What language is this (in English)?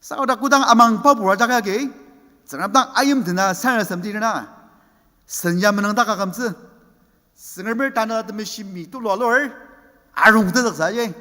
Ao Naga